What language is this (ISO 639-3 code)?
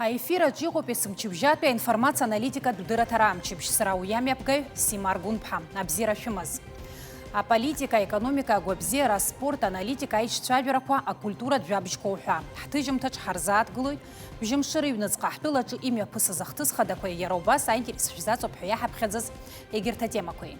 abk